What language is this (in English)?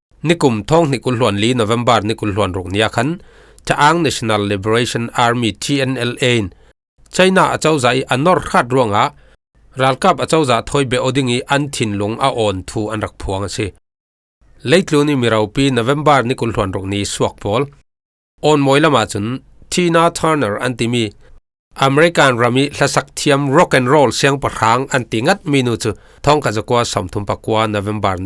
Falam Chin